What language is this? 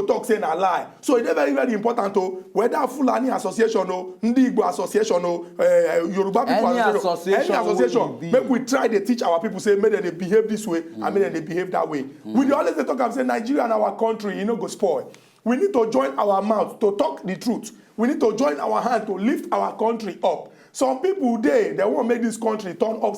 Nigerian Pidgin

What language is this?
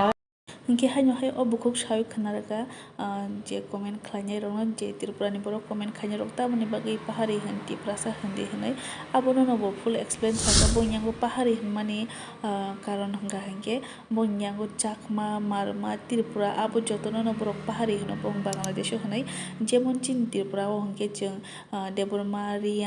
Kok Borok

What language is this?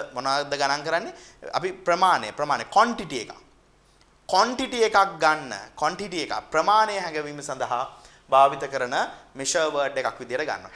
Sinhala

